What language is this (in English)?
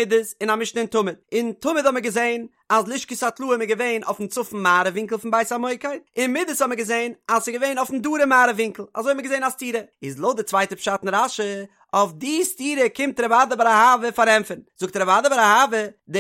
Yiddish